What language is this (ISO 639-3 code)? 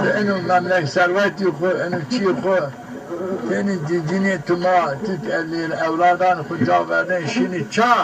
zza